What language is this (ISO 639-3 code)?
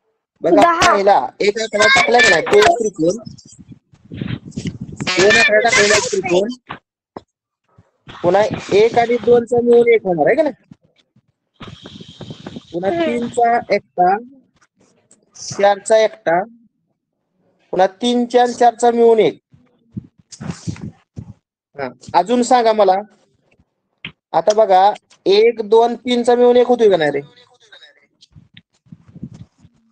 mar